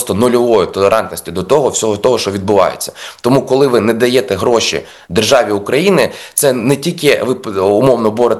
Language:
Ukrainian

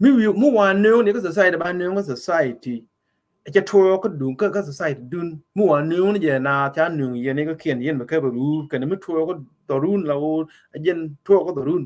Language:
Nuer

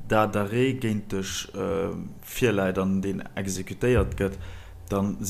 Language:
Luxembourgish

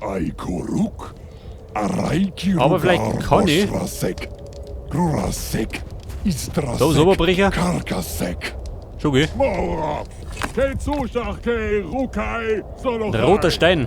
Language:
Bavarian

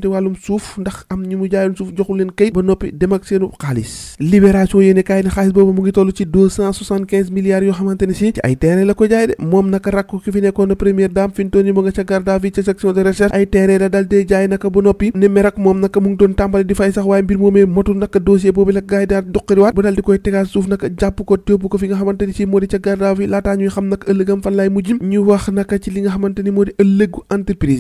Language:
Wolof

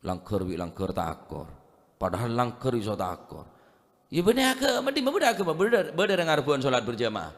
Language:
Madurese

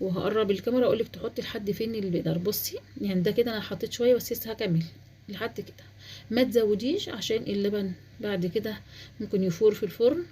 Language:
Egyptian Arabic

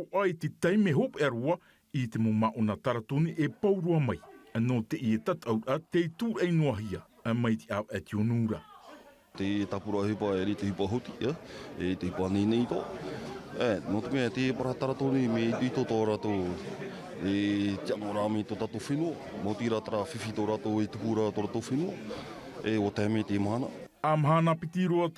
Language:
Tahitian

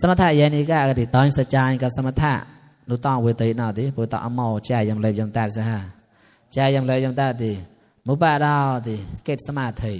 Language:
Mon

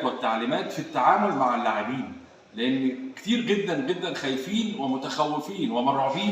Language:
Egyptian Arabic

